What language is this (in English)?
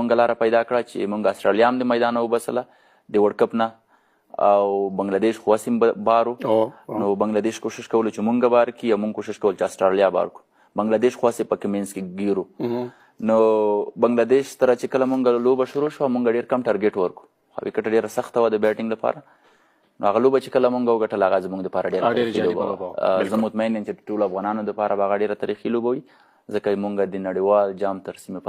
Pashto